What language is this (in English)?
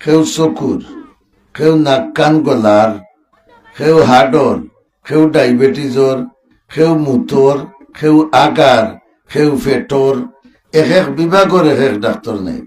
Sylheti